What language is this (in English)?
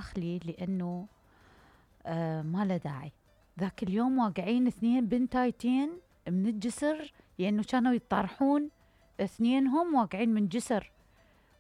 Mesopotamian Arabic